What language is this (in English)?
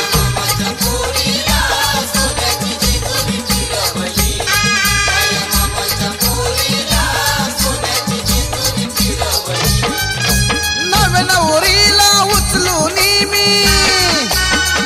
Marathi